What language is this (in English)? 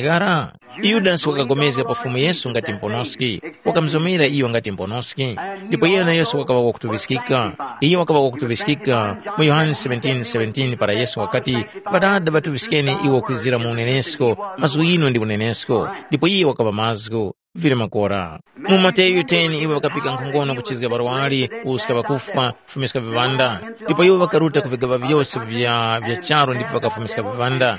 Tumbuka